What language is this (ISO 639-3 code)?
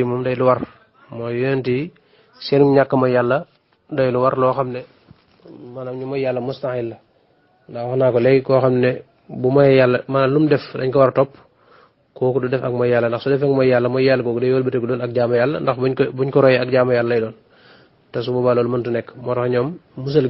wol